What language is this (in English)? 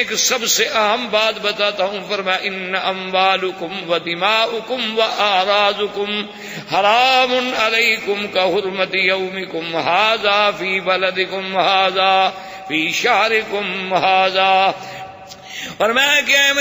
Urdu